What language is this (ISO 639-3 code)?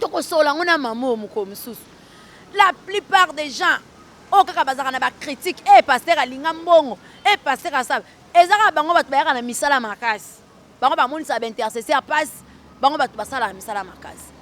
lin